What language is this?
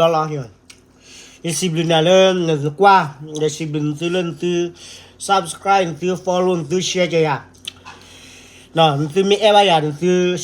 S'gaw Karen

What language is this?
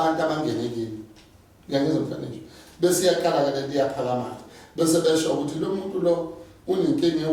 Zulu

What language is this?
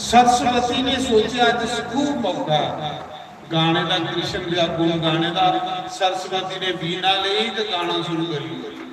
Dogri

